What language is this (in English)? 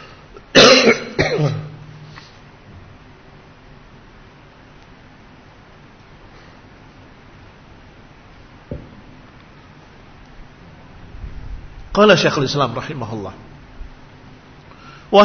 Indonesian